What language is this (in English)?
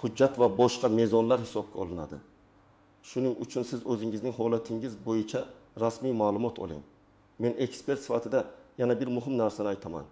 Uzbek